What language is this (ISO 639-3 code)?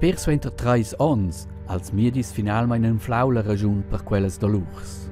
roh